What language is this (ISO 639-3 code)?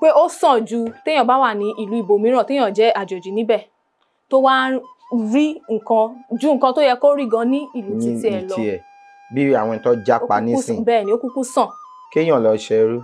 yor